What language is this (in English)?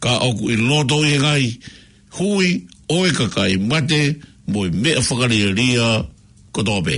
Tongan